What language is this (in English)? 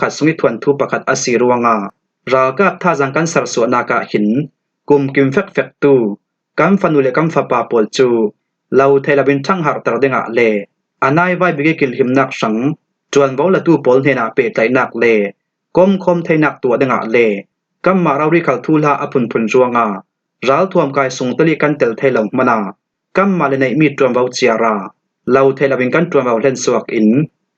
Falam Chin